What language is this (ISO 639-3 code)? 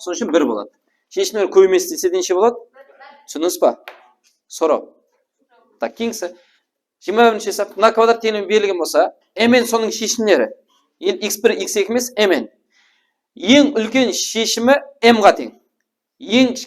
kaa